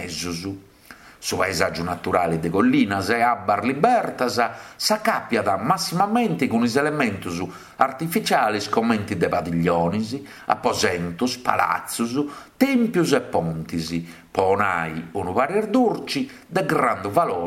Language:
Sardinian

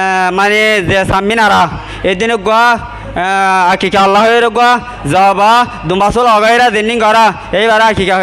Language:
Rohingya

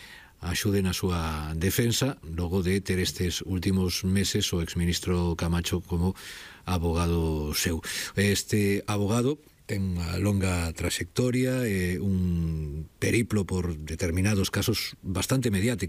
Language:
Galician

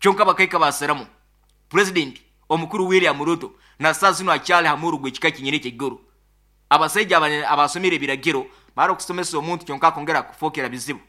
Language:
Nyoro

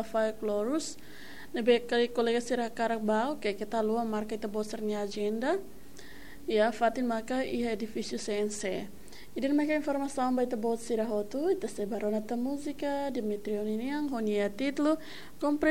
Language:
Tetum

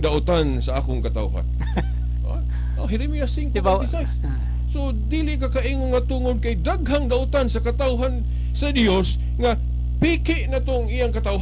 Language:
Cebuano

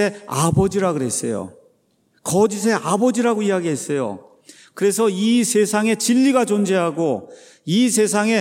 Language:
Korean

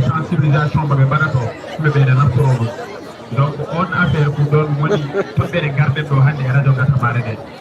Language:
Fula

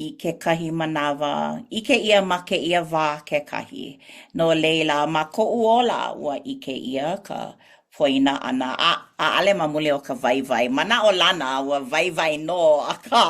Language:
Hawaiian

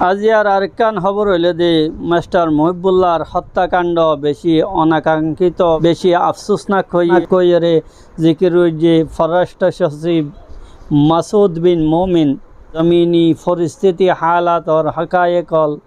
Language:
Rohingya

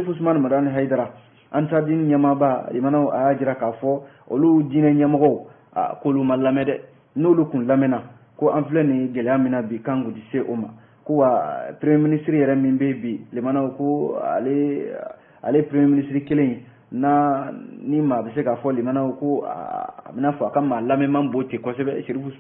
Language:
Bambara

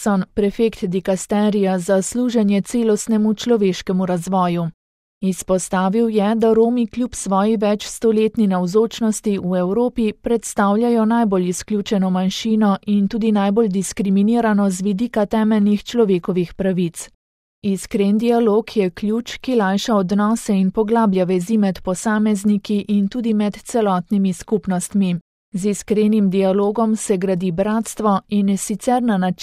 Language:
Slovenian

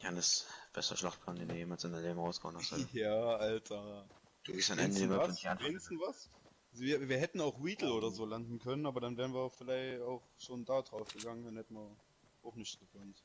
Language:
Bavarian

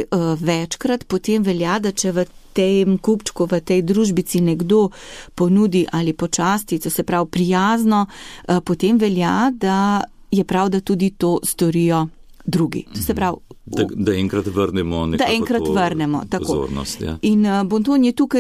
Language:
Slovenian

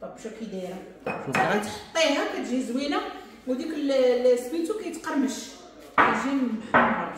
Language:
Moroccan Arabic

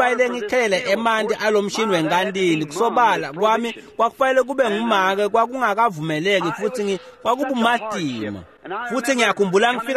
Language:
Swati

